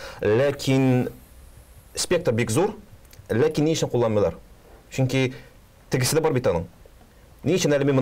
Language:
Tatar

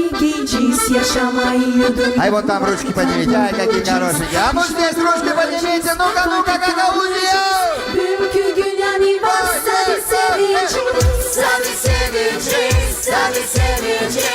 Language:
Gagauz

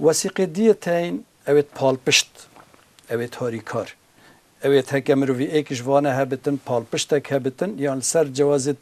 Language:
Kurdish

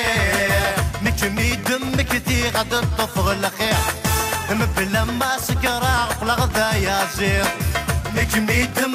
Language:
Kabyle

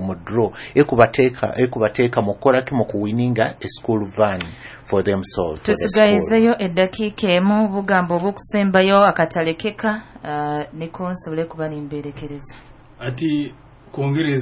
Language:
Nyoro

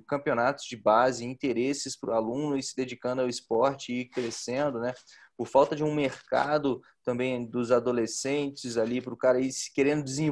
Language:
Portuguese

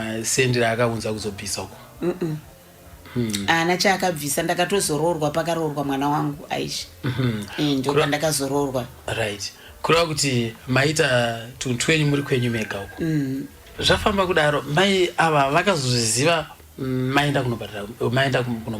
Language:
Shona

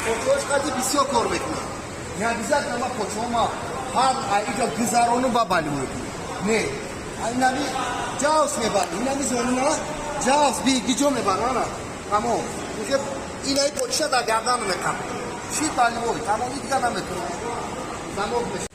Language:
Tajik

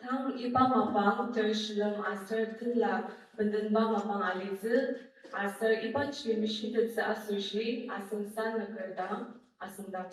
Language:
Ao Naga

